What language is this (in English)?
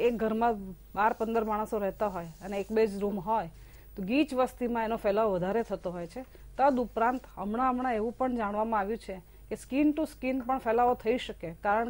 Gujarati